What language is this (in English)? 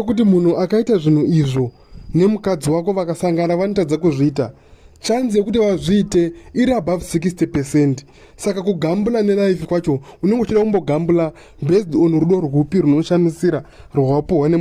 Shona